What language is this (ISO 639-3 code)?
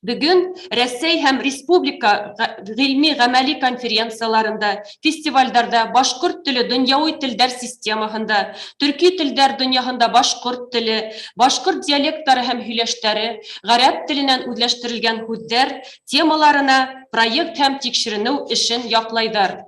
bak